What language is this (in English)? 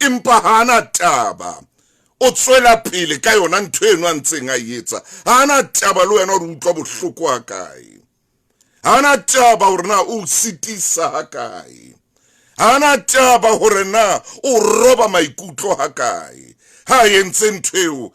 Southern Sotho